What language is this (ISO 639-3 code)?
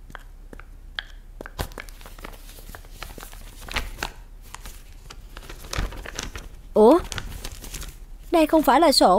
vie